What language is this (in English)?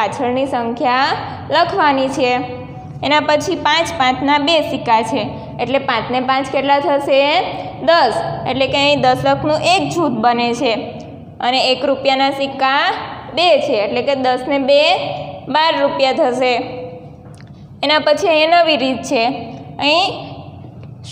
Gujarati